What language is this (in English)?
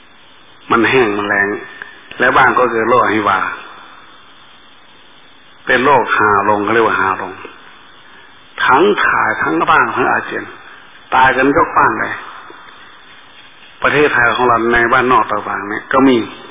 Thai